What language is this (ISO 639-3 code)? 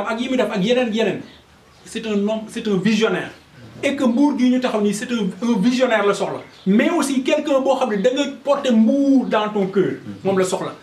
wol